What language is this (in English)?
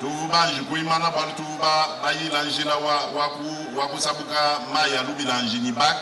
Luba-Lulua